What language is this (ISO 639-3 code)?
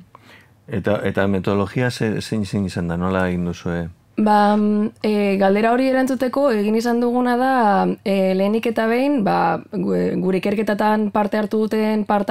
eus